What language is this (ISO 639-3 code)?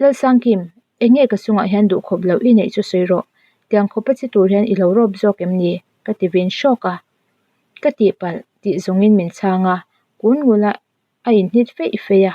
lus